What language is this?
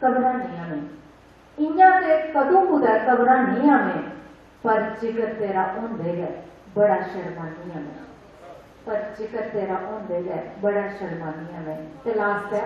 Dogri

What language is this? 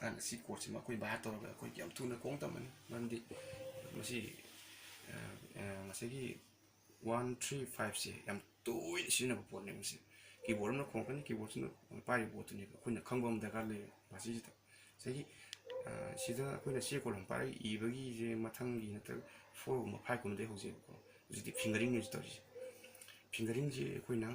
Manipuri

